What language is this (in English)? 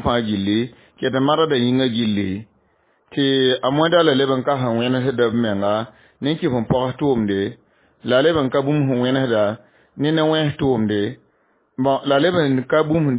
Mossi